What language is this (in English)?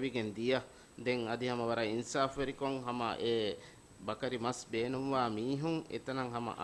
Divehi